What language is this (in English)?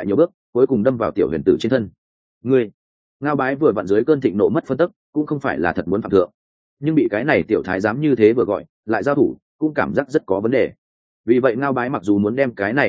Vietnamese